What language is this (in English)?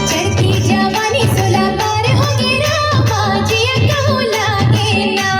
Chhattisgarhi